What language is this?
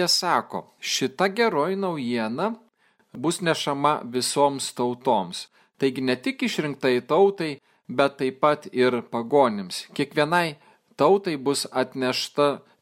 Lithuanian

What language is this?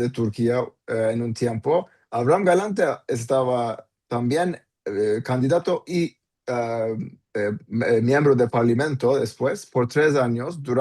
Ladino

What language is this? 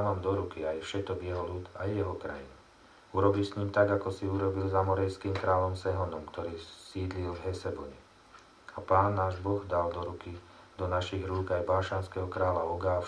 Slovak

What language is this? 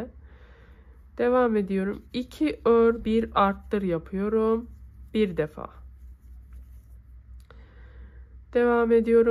Turkish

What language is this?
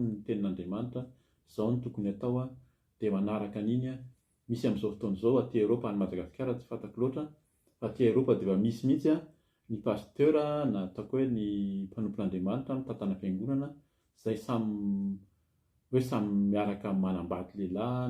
Malagasy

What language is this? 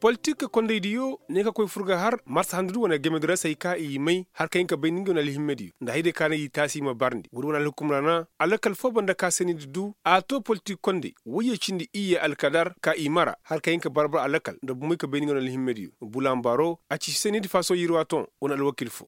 Koyraboro Senni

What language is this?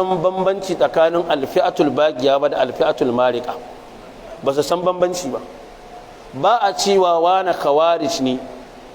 Hausa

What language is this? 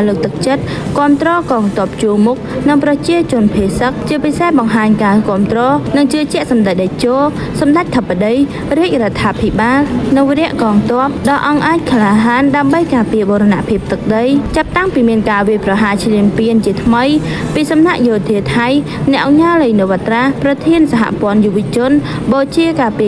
Khmer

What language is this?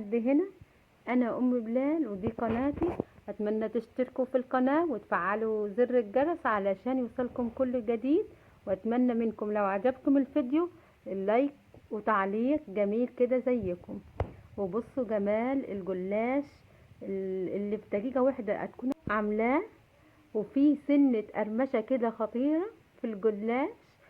Egyptian Arabic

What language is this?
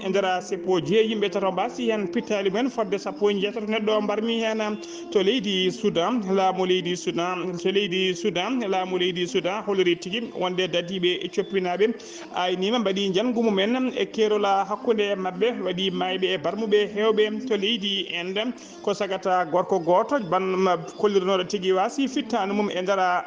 Fula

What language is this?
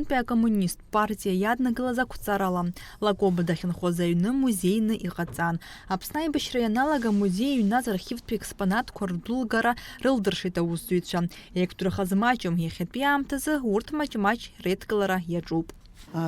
Abkhazian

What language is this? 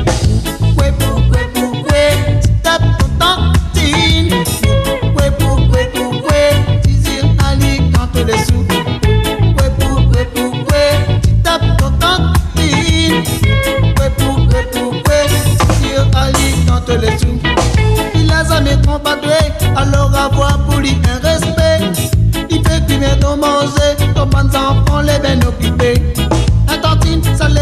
Réunion Creole French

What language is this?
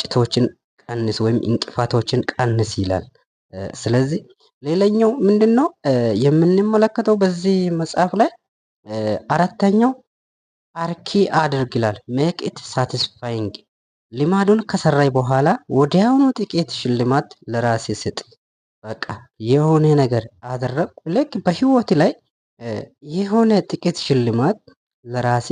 Amharic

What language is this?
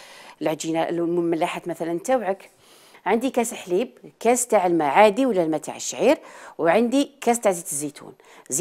Algerian Arabic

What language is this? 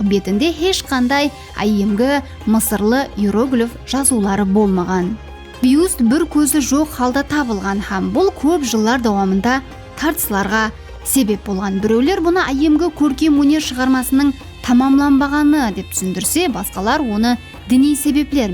Kara-Kalpak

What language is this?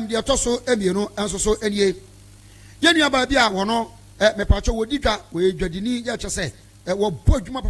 Akan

